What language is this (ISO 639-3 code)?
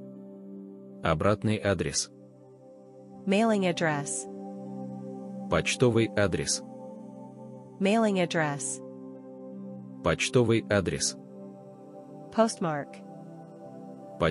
rus